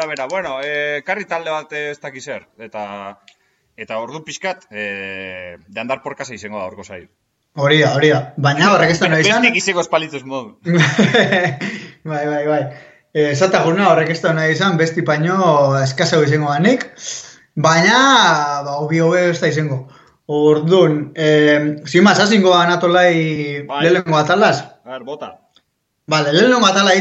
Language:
Basque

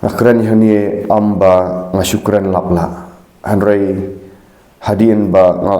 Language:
Khasi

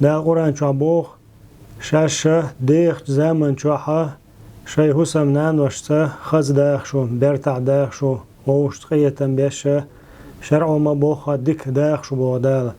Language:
Chechen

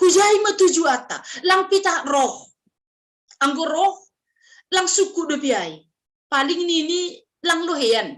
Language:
Batak Simalungun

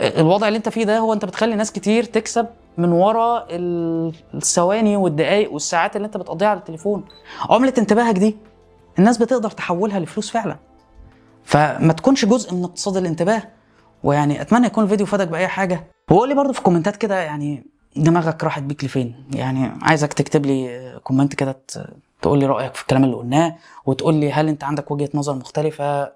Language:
Egyptian Arabic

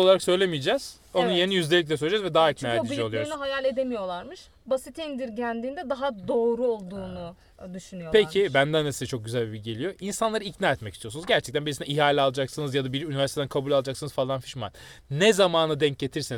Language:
Turkish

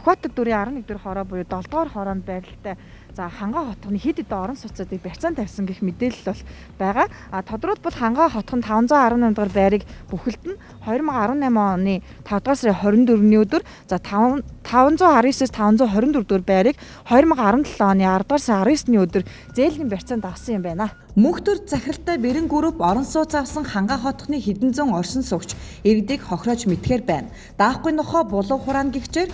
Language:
Mongolian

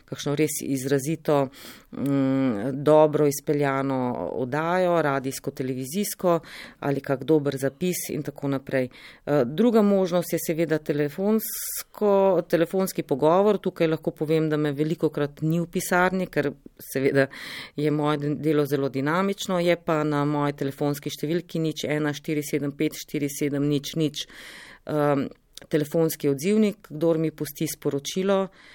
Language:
Slovenian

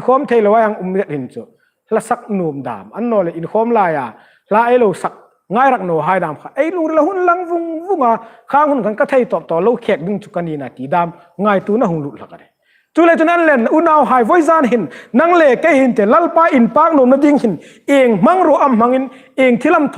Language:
Hmar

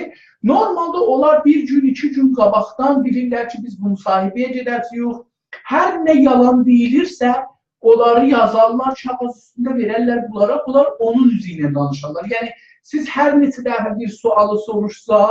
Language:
South Azerbaijani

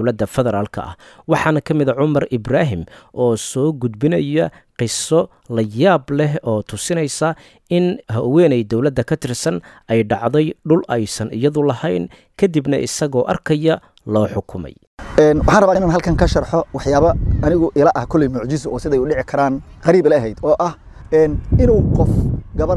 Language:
Somali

